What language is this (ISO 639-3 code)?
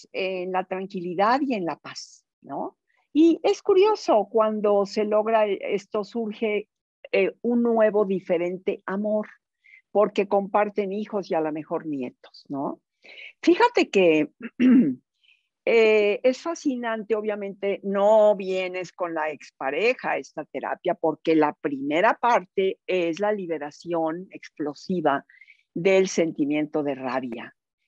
spa